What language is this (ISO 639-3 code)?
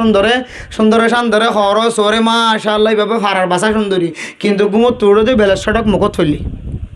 rhg